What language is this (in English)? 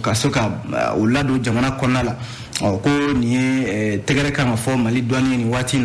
Bambara